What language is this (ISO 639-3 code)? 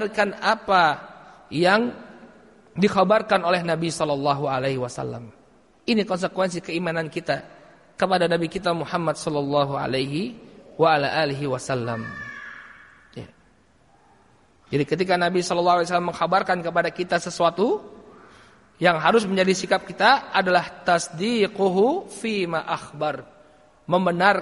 ind